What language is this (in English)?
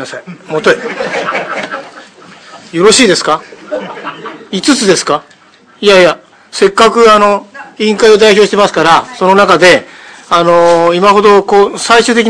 Japanese